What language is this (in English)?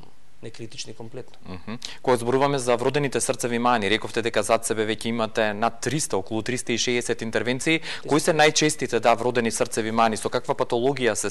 Macedonian